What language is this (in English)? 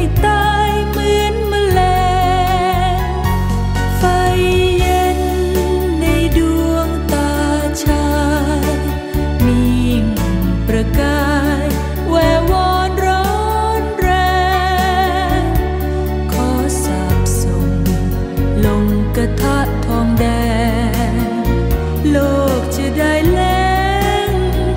Thai